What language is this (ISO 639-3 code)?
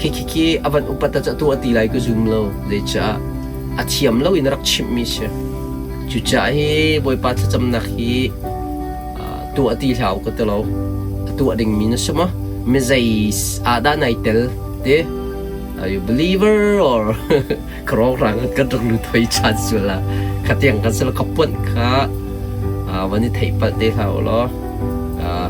cnh